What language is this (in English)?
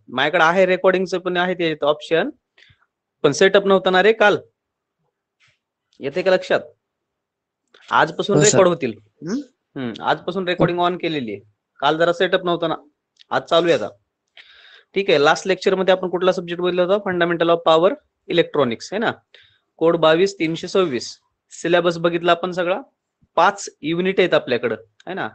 Marathi